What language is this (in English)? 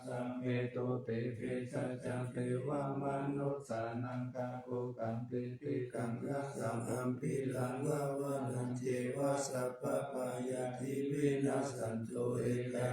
Pali